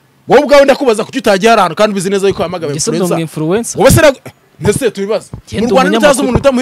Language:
Kinyarwanda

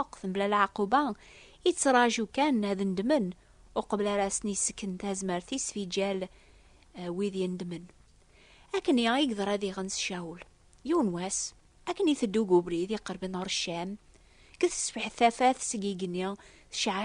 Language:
Kabyle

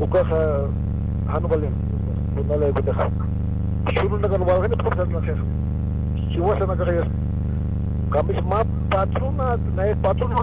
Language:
Aymara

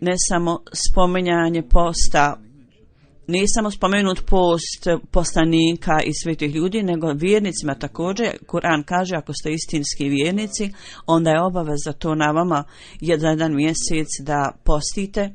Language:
Bosnian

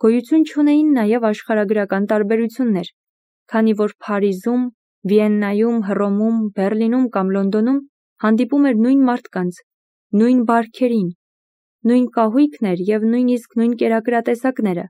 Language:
Armenian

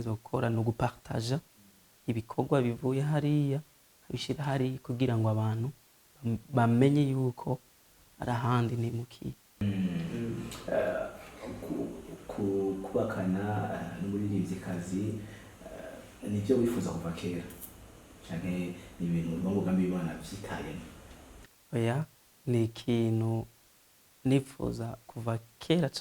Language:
Rundi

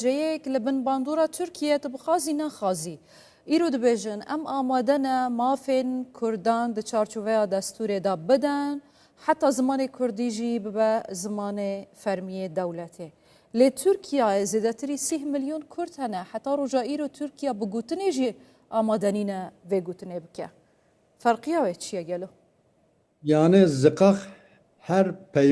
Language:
Kurdish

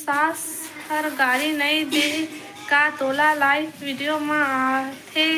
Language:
Chhattisgarhi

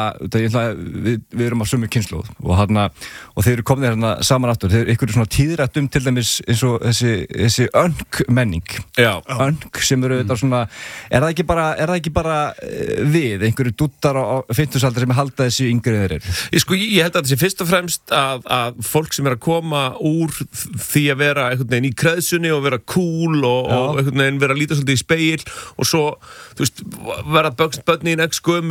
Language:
Icelandic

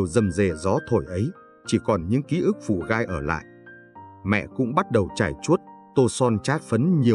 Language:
Vietnamese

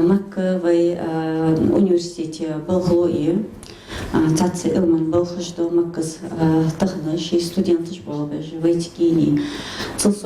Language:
Ingush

